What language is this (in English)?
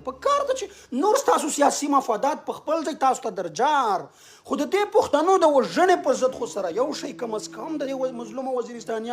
Pashto